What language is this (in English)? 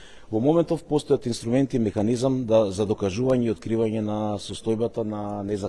Macedonian